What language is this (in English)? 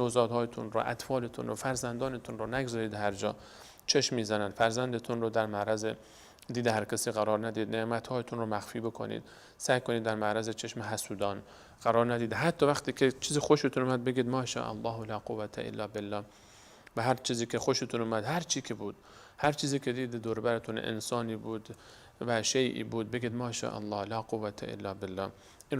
Persian